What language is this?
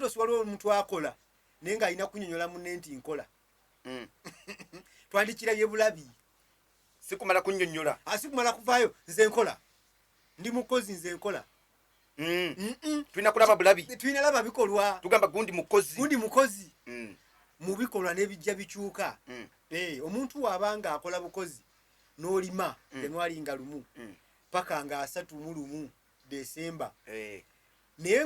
Ganda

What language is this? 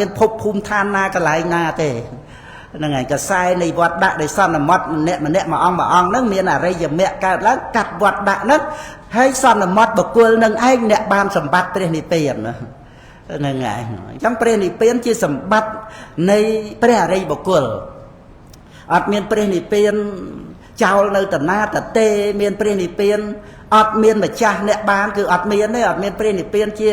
Khmer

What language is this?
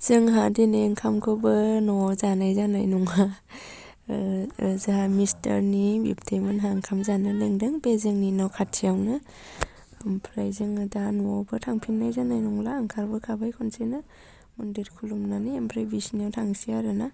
Bodo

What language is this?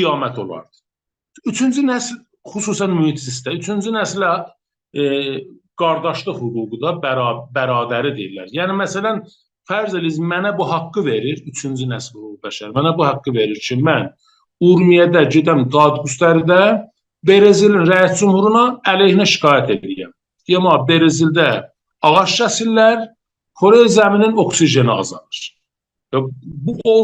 South Azerbaijani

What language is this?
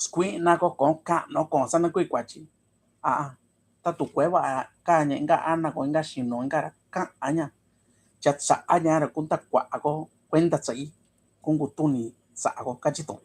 Mixtepec Mixtec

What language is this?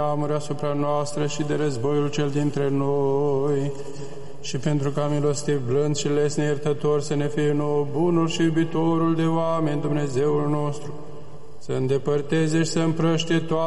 Romanian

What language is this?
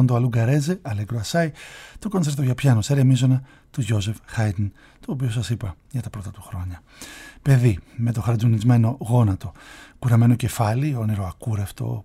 Greek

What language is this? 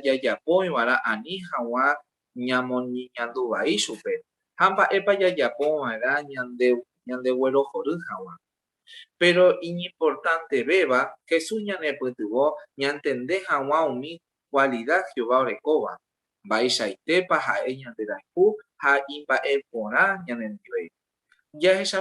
Guarani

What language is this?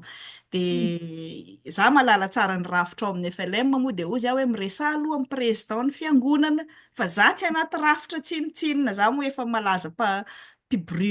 Malagasy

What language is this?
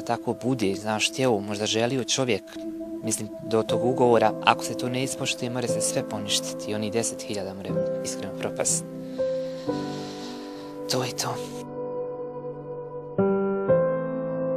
Bosnian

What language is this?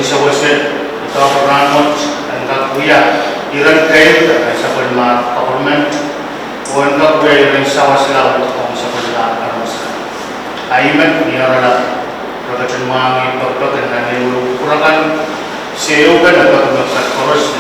Pohnpeian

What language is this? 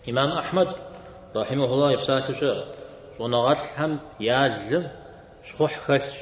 Kabardian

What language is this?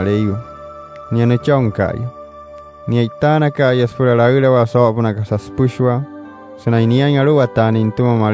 Wayuu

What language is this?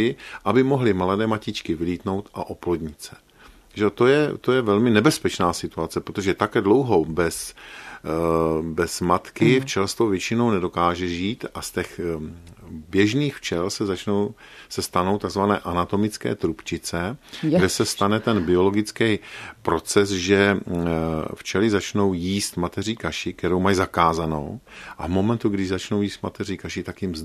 Czech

